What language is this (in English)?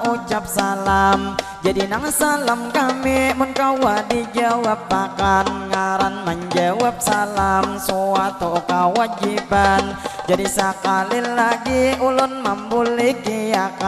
Banjar